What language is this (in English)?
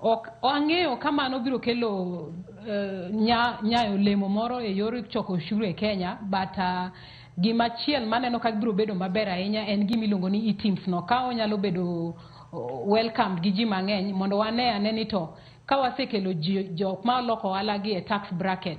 Luo (Kenya and Tanzania)